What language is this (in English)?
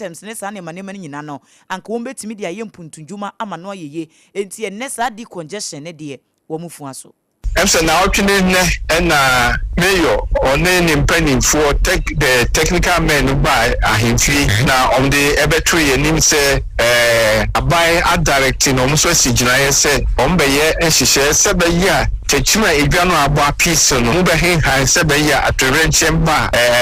Akan